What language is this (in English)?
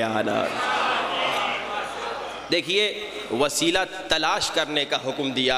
Urdu